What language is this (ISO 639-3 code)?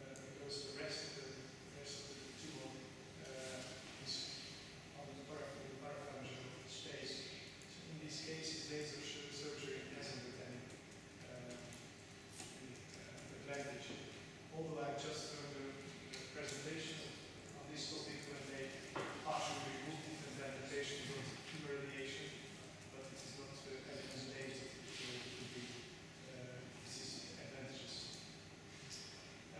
eng